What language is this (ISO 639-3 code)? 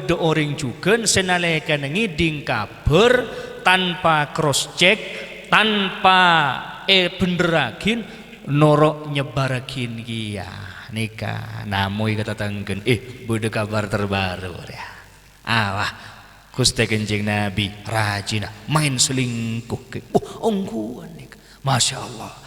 mad